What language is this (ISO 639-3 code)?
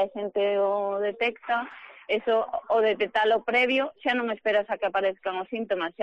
glg